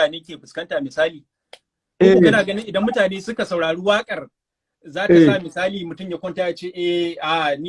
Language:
Hausa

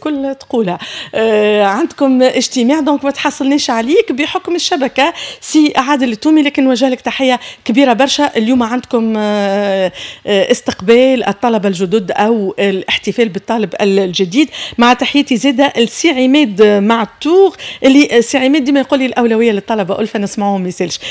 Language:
Tunisian Arabic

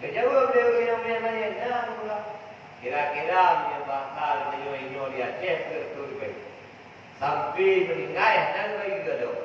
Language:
Achinese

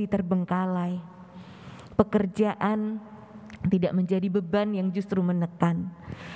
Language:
Indonesian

